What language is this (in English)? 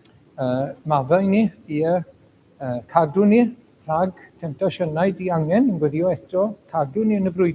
Welsh